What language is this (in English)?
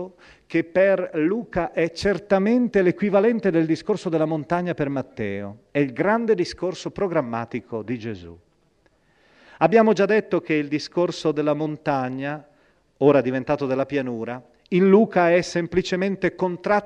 Italian